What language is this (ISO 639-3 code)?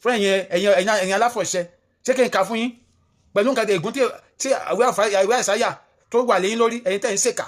yor